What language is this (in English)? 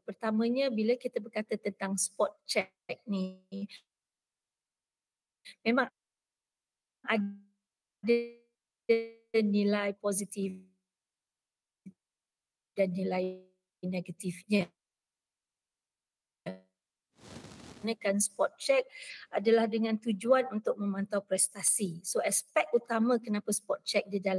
Malay